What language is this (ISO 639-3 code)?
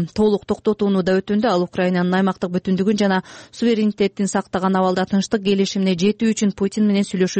kir